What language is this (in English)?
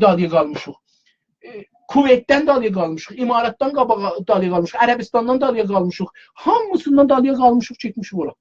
South Azerbaijani